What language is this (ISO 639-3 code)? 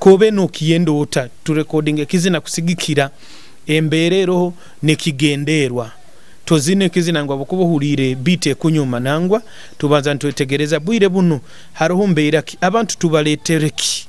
nyo